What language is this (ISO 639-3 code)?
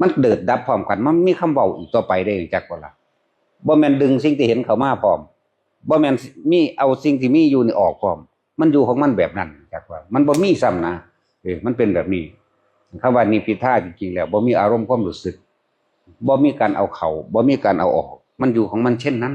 tts